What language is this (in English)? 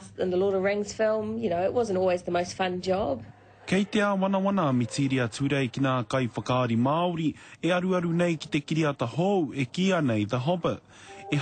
Māori